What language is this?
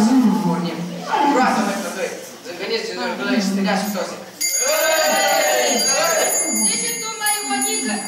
Romanian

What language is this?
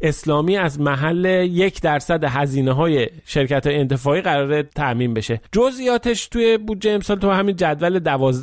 Persian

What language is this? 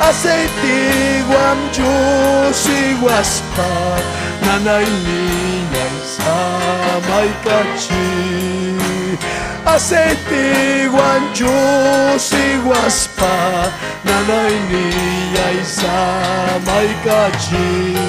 Ayacucho Quechua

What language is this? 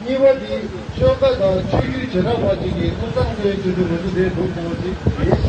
Tibetan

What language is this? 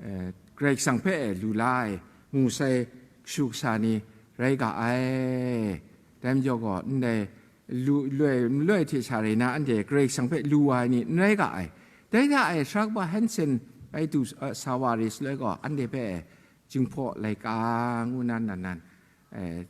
Kachin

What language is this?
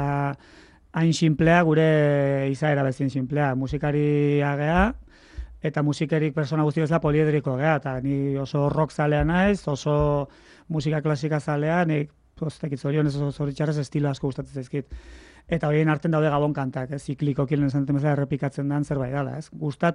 Basque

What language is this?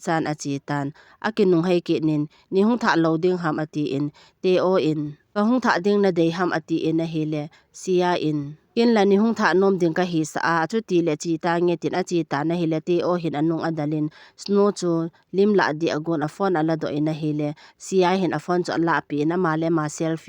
Thado Chin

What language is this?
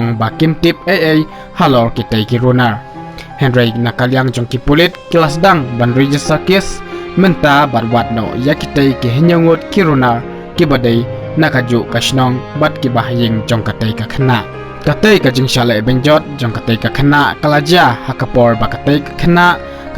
Khasi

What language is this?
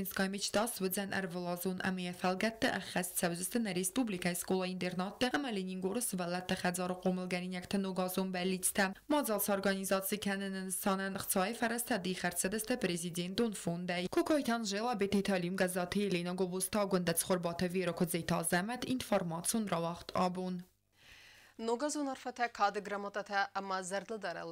Ossetic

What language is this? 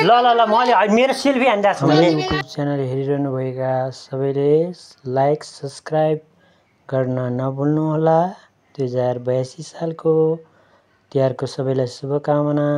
Nepali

